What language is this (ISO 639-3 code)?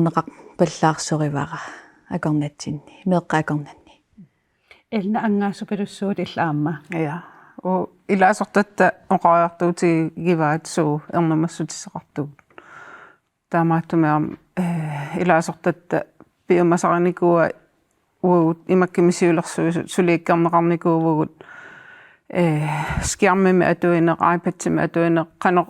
kal